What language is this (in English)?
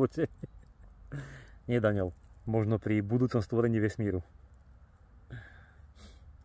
Slovak